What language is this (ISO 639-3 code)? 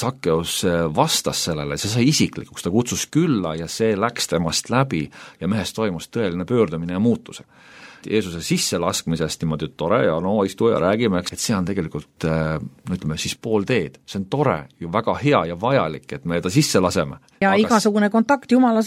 est